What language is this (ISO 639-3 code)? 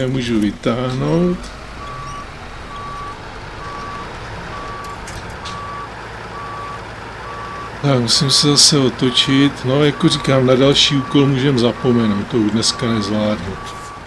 ces